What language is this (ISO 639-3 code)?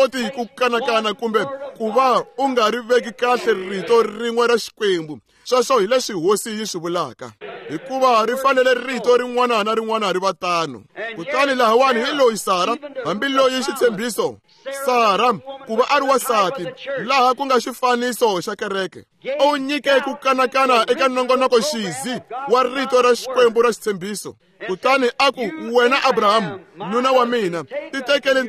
tso